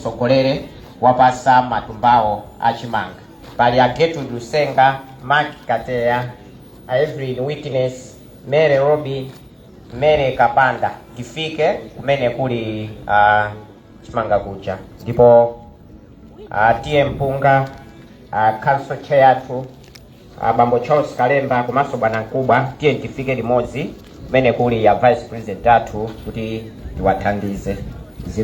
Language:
Nyanja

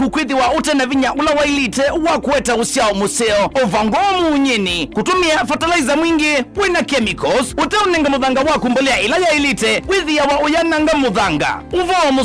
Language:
Kamba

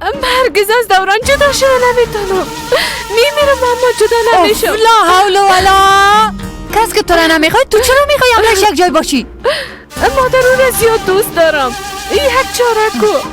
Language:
Persian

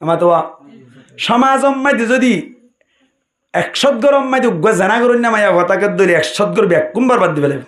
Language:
Rohingya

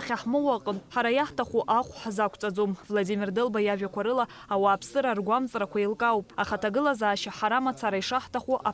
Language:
Abkhazian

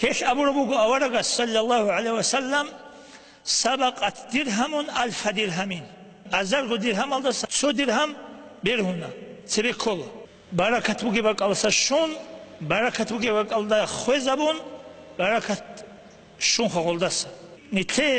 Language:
Avaric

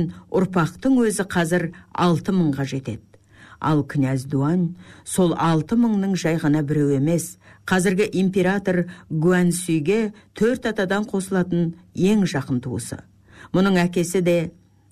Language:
Kazakh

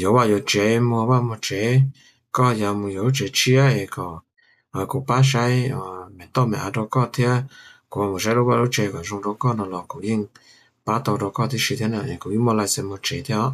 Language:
Hmong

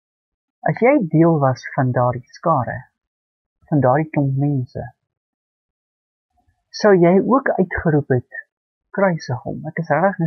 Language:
Afrikaans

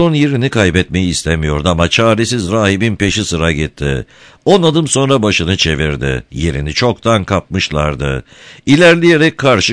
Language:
Turkish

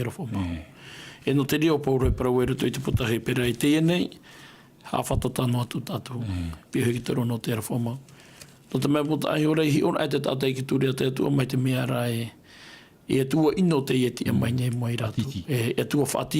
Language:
Tahitian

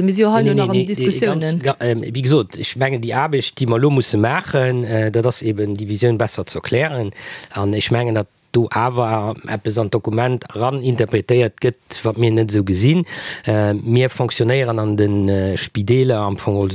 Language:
Luxembourgish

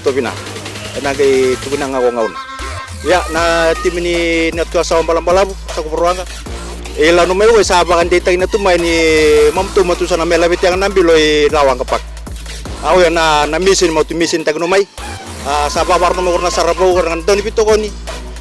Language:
Fijian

